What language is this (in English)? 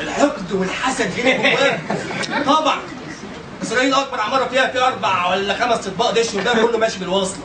Egyptian Arabic